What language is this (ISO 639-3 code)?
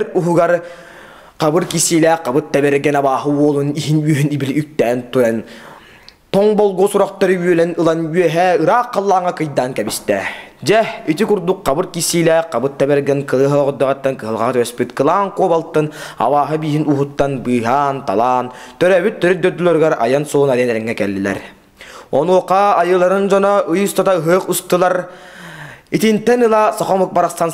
sah